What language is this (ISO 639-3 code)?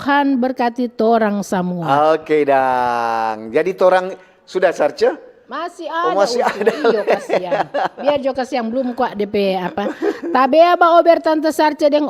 xmm